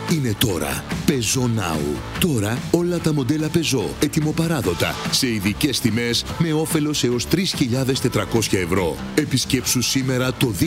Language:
Greek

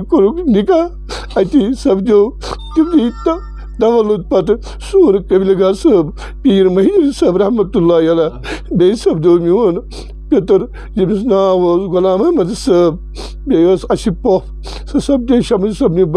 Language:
Kashmiri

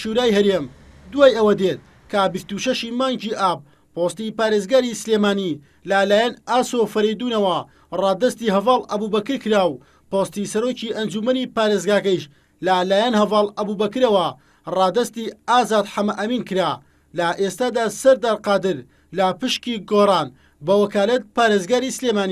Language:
Central Kurdish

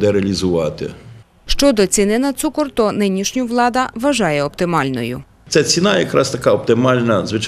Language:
Ukrainian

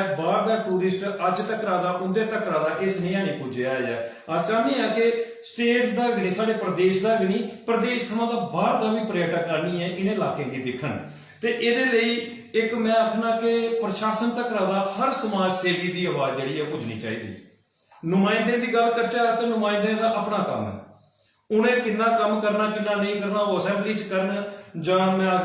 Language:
Dogri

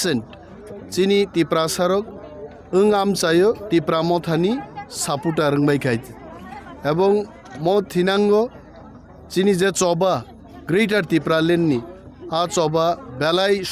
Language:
Kok Borok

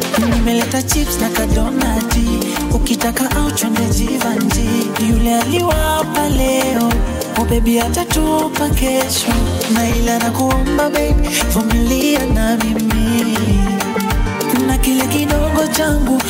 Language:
Swahili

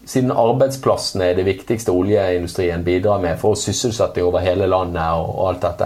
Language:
Norwegian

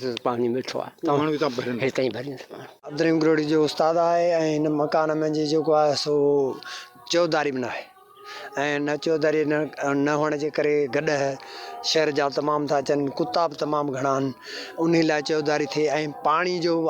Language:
Sindhi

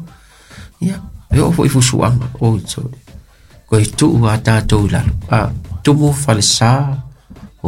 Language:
Samoan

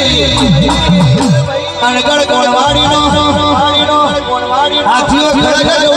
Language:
Gujarati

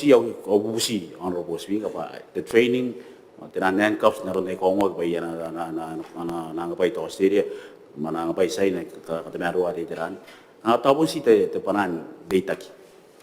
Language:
Gilbertese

